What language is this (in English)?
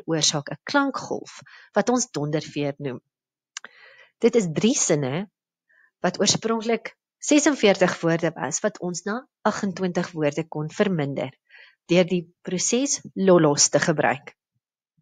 Afrikaans